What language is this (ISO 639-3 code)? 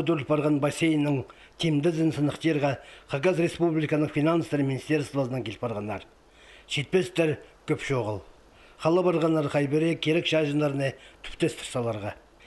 kjh